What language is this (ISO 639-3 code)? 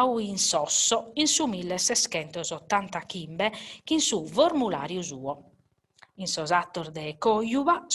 srd